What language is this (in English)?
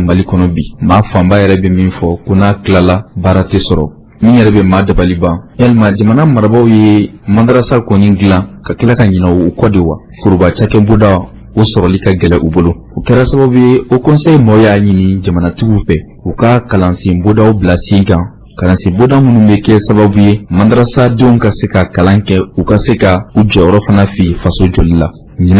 Bambara